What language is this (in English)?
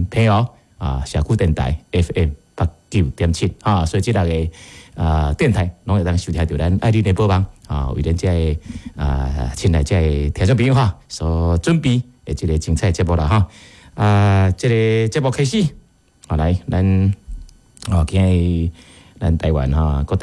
Min Nan Chinese